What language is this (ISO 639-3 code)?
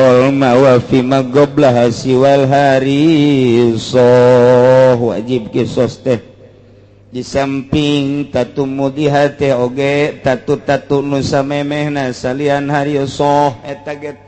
sun